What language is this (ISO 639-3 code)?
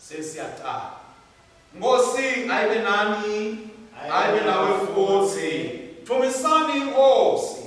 ssw